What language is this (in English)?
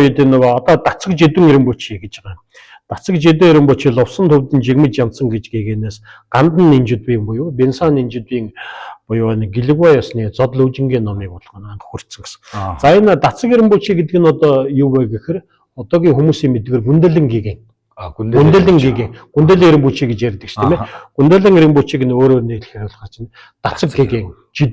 Mongolian